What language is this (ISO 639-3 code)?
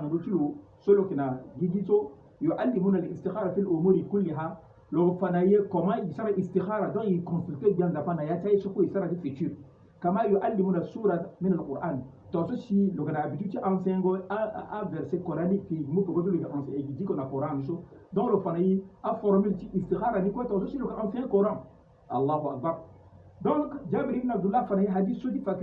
sag